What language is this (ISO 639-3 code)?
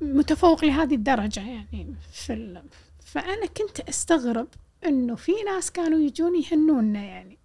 afb